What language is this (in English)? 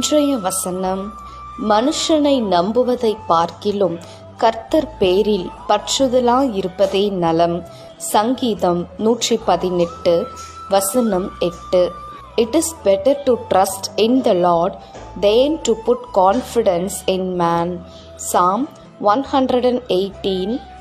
Tamil